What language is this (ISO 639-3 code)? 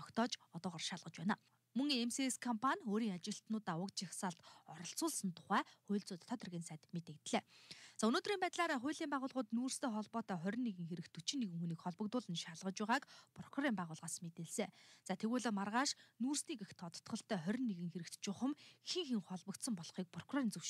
mon